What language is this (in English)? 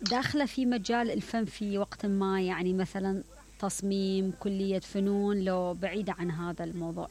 Mesopotamian Arabic